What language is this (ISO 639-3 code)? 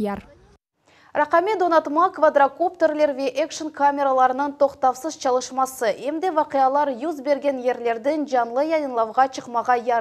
crh